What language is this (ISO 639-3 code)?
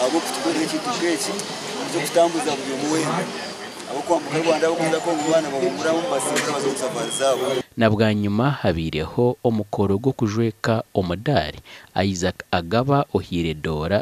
nyn